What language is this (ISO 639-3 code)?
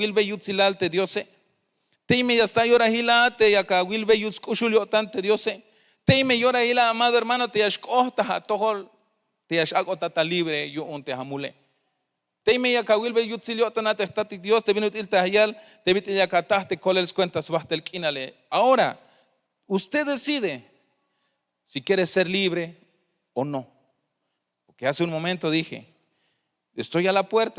tzh